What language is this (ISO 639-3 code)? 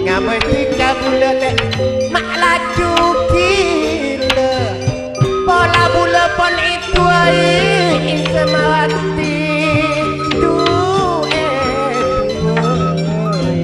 mad